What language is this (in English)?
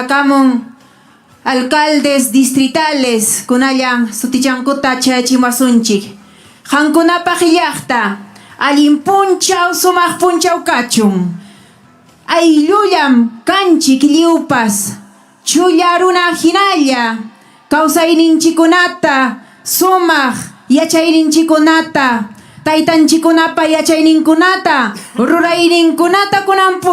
Ayacucho Quechua